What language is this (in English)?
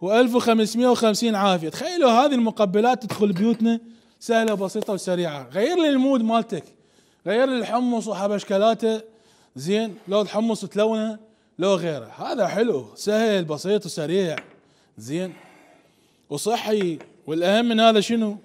Mesopotamian Arabic